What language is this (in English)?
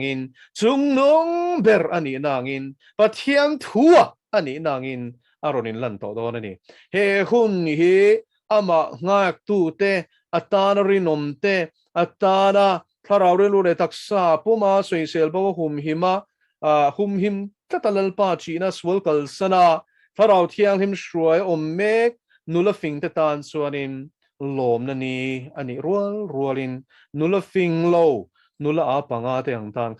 Mizo